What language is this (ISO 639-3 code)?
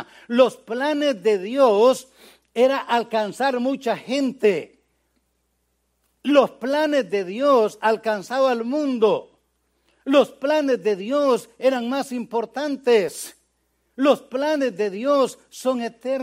spa